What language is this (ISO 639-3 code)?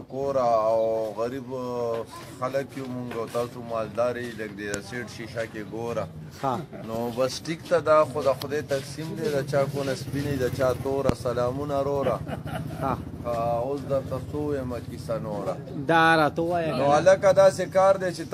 pus